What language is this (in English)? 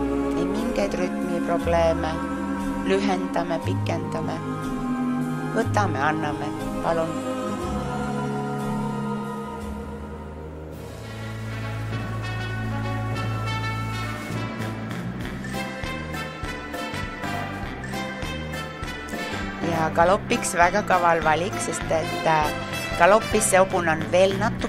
Estonian